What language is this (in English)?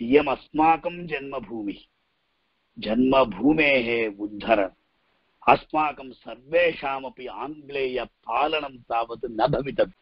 Sanskrit